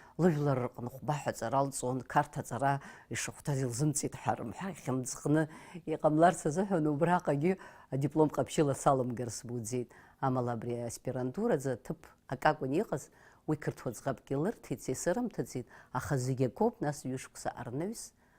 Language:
Abkhazian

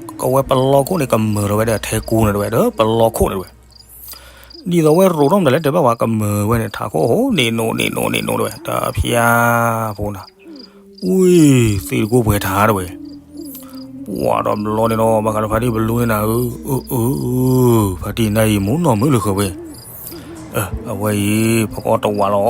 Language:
S'gaw Karen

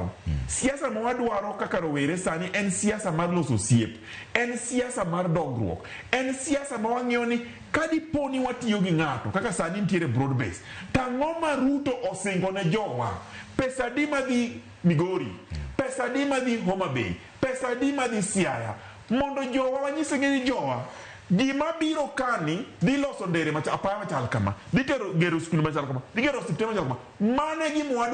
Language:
Luo (Kenya and Tanzania)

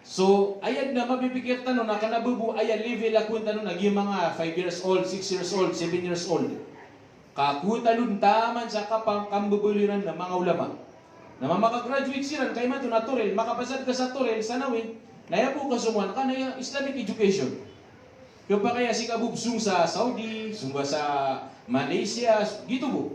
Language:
Maranao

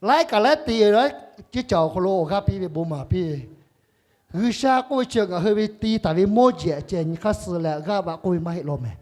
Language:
Lahu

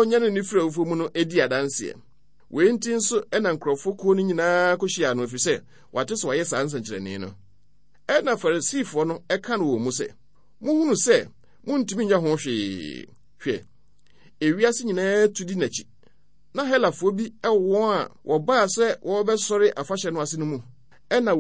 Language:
Akan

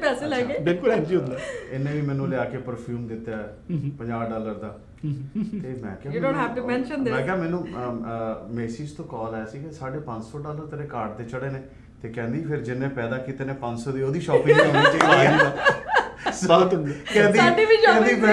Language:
Punjabi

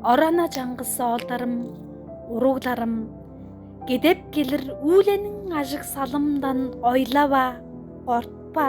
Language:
Tuvinian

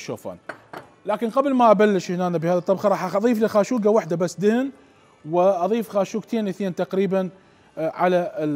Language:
Mesopotamian Arabic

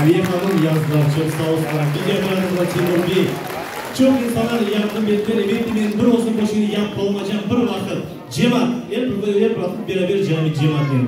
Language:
Crimean Tatar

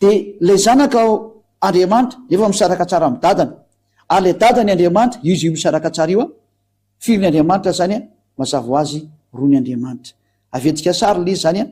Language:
Malagasy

